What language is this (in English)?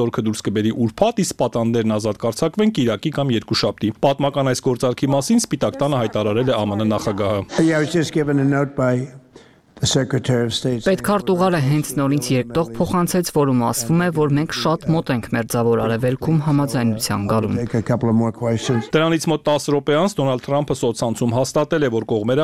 Armenian